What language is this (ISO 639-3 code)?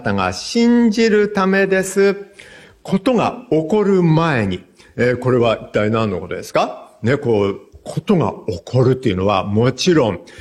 jpn